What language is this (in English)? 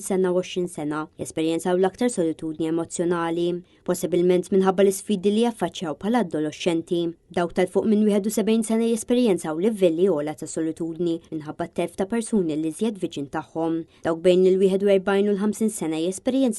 Maltese